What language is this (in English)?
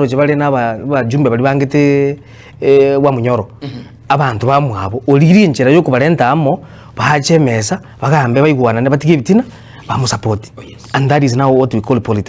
Gusii